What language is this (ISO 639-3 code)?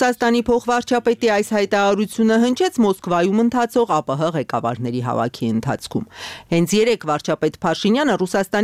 hye